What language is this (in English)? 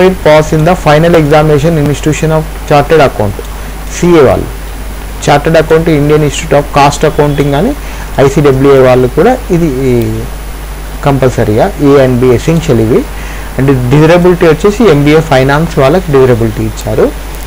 Telugu